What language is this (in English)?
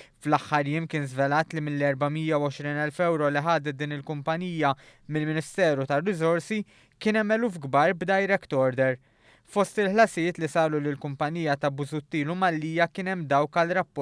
Maltese